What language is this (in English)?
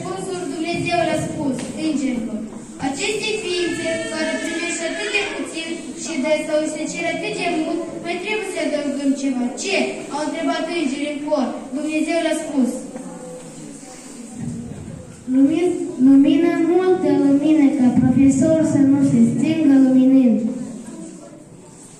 Romanian